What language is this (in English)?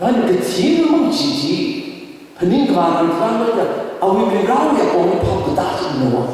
Tangkhul Naga (India)